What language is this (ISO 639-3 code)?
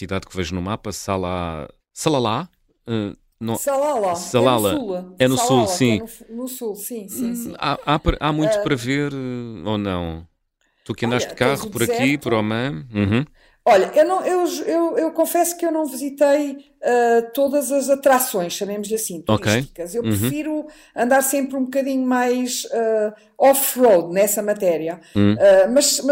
por